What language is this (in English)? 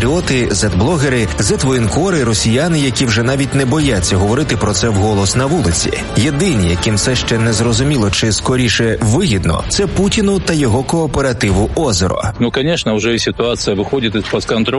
Ukrainian